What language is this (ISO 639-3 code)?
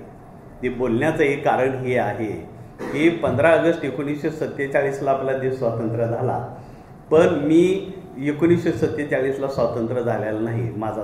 mar